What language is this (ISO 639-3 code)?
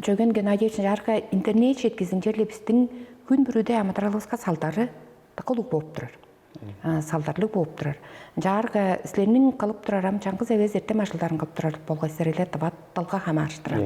tyv